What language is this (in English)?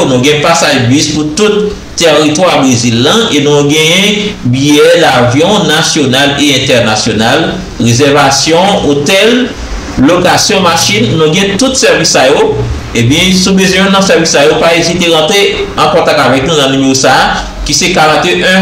Haitian Creole